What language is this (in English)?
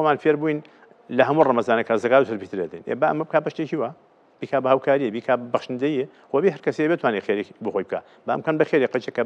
Central Kurdish